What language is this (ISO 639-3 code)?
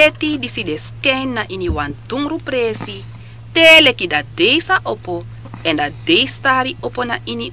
srn